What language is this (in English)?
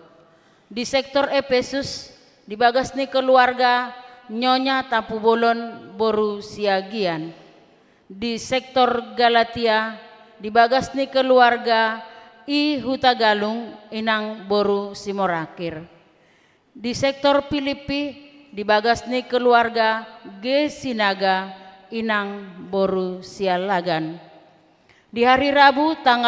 Batak Toba